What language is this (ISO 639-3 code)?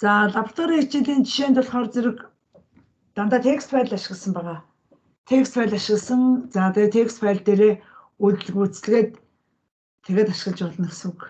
mon